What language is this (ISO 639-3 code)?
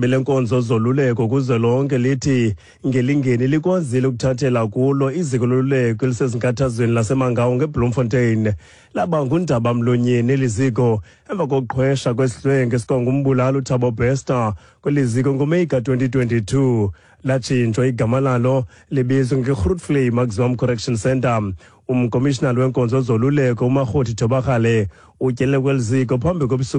xho